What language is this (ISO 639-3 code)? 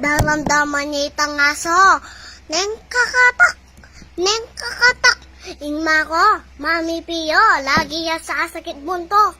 pam